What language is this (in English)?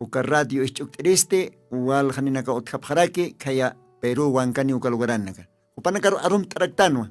Aymara